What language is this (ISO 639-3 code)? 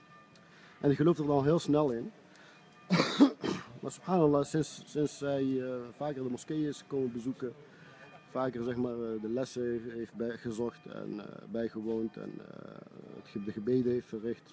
nld